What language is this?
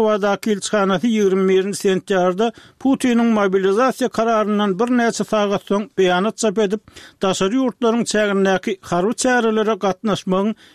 Turkmen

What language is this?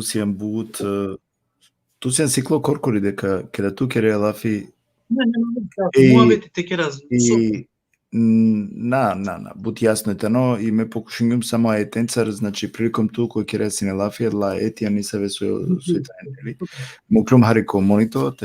Balkan Romani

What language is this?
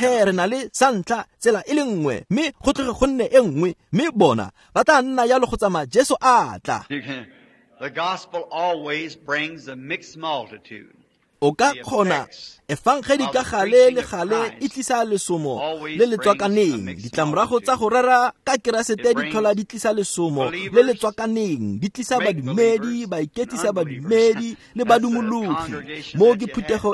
Tswana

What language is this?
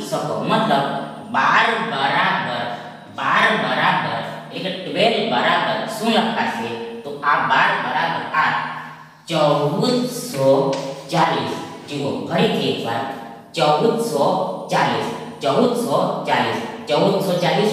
Gujarati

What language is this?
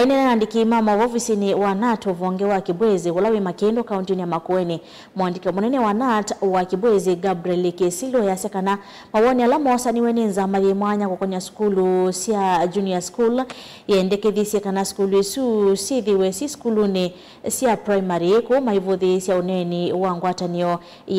Kamba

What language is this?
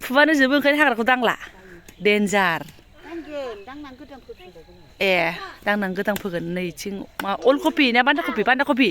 Bodo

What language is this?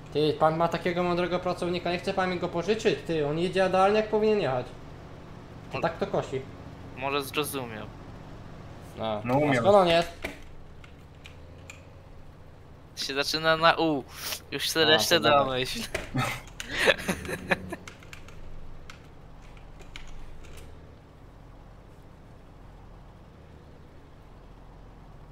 Polish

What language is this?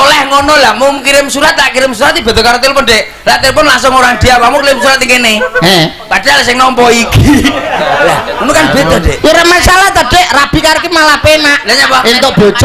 Javanese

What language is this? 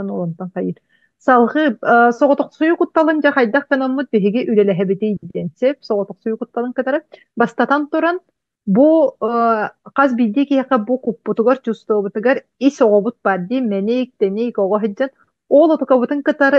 Yakut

